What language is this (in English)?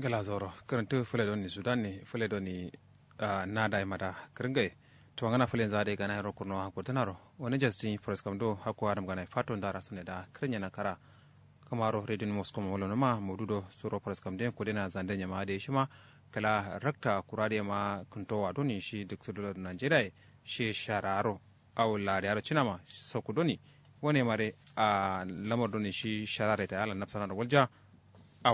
Kanuri